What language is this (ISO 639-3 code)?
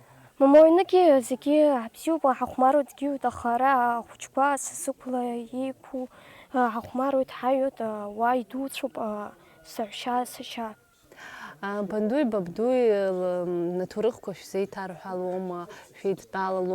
abk